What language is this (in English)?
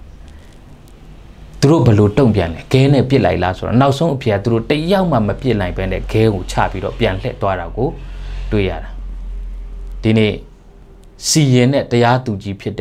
Burmese